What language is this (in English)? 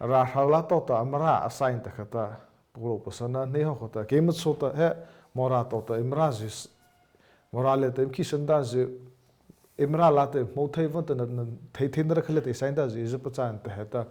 Mara Chin